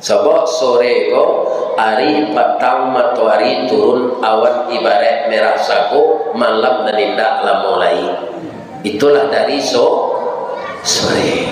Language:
Minangkabau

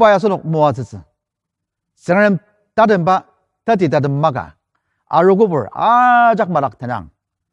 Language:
Ao Naga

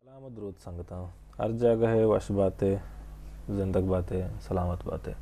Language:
Baluchi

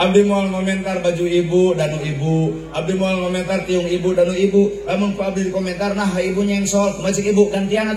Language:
Sundanese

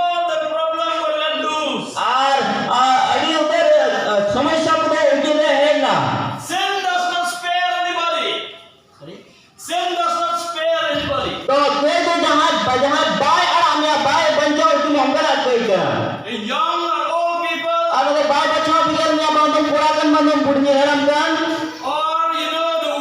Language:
Santali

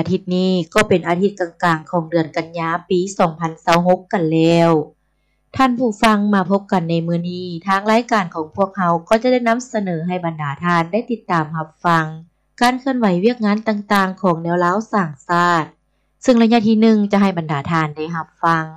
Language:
Lao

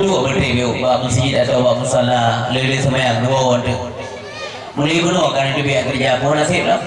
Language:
Achinese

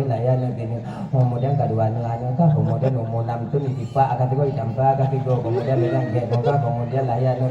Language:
Achinese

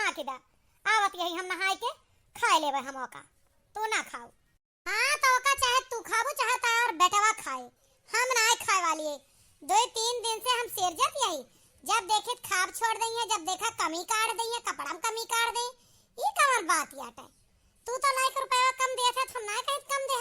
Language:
Awadhi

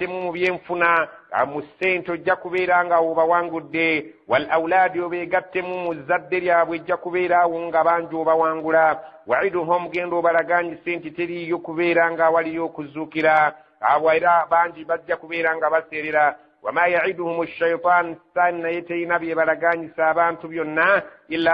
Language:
Ganda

